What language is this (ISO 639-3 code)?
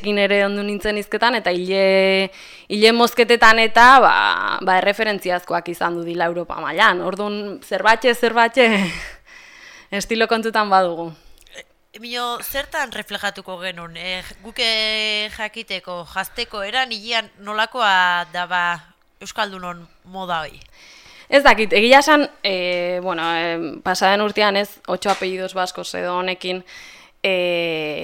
eus